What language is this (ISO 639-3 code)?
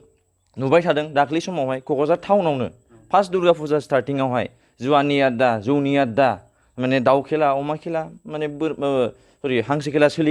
brx